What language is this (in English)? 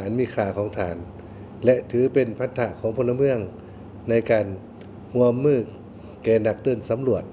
Lao